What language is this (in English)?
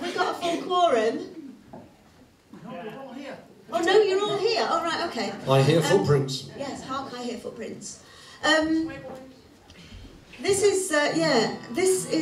English